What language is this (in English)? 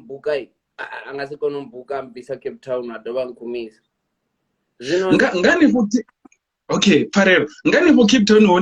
Venda